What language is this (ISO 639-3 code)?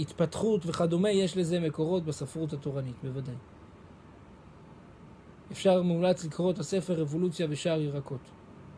heb